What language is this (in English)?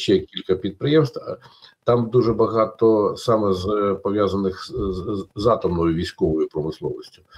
Ukrainian